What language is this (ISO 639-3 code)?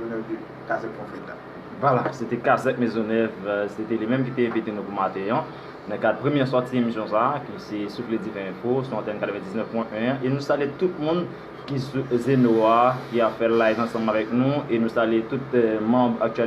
hat